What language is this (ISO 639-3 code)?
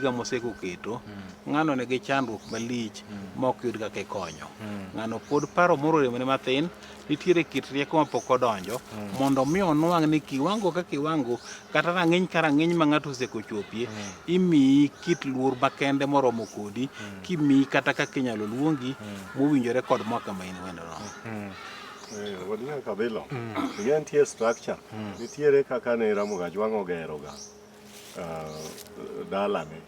luo